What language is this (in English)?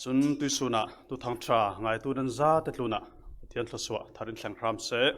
Falam Chin